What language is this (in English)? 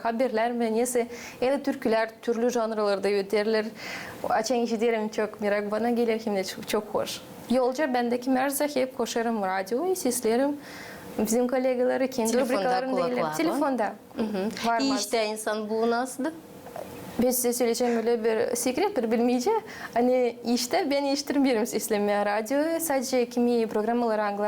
Gagauz